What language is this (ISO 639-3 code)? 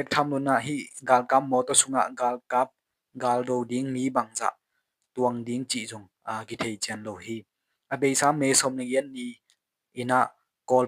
ctd